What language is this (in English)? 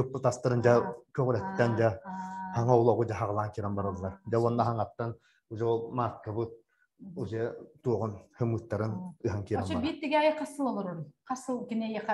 Yakut